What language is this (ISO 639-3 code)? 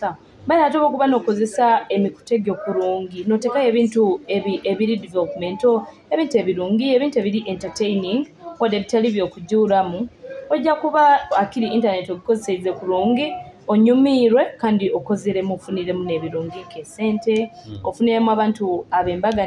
nyo